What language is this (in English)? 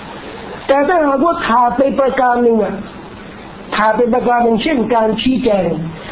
Thai